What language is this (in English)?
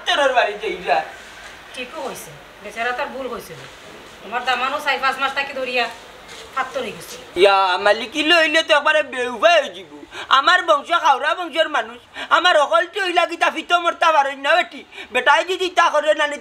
Sylheti